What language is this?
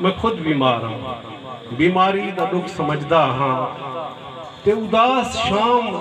Saraiki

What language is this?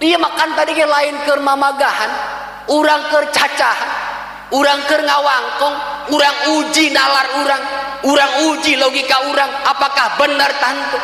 Sundanese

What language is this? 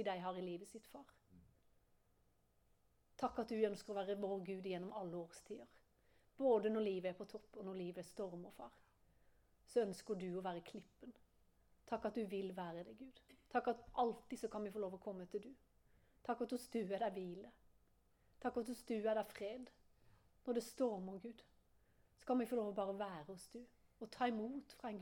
Norwegian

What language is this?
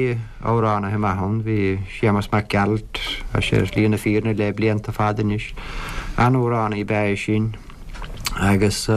Irish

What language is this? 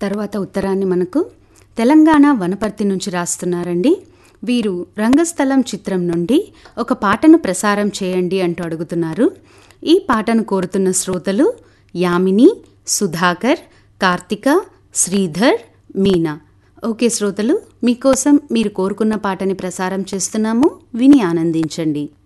Telugu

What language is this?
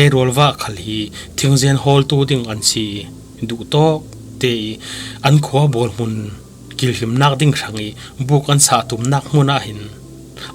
Falam Chin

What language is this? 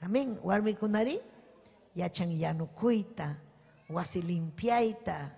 Ayacucho Quechua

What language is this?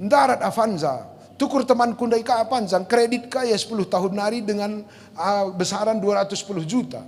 Batak Karo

